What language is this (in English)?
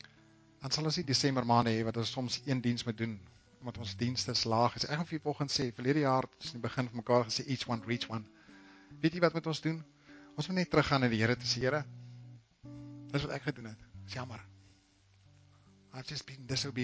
Afrikaans